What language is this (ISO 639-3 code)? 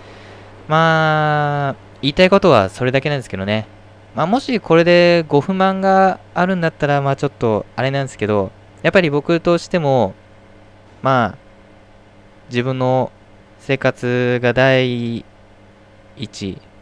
jpn